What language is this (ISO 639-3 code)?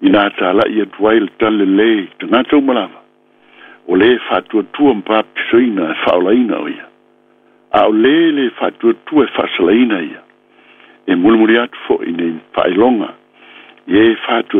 smo